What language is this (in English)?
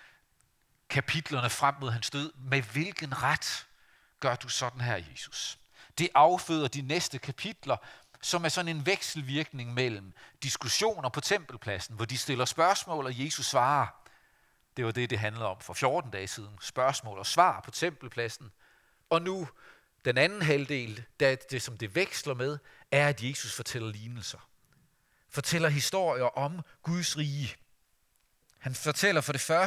Danish